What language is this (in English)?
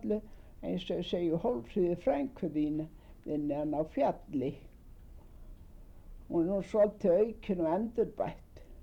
Icelandic